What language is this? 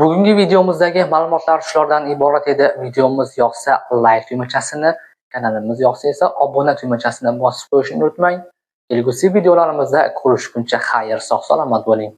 Uzbek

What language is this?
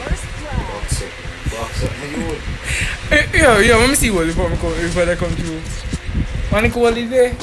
Jamaican Creole English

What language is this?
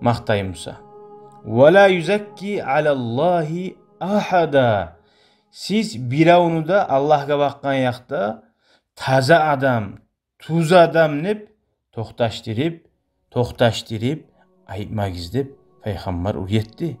Kumyk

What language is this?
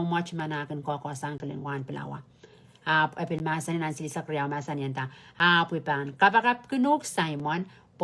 Pohnpeian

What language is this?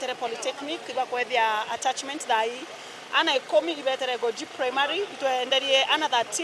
Meru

